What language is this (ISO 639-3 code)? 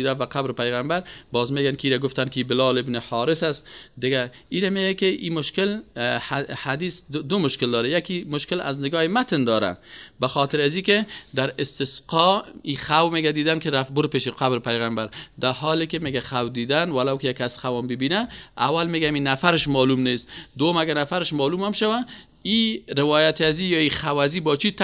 fas